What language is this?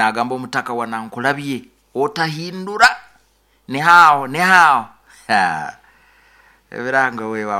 Nyoro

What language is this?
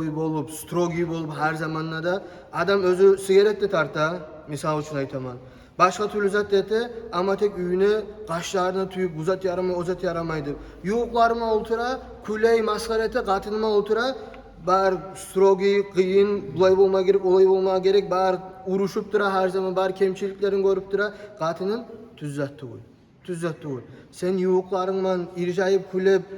Kumyk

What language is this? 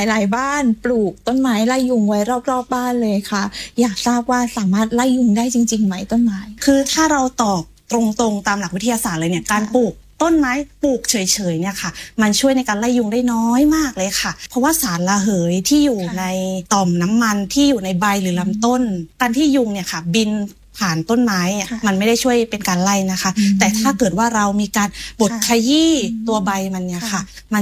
Thai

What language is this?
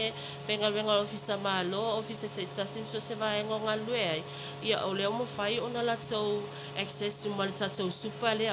Samoan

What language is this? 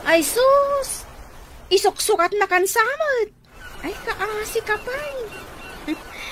Iloko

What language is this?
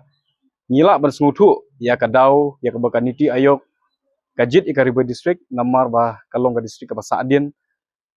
Khasi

